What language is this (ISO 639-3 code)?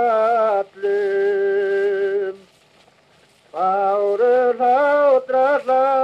isl